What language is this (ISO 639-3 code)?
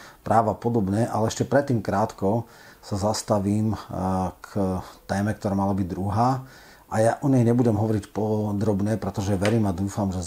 slk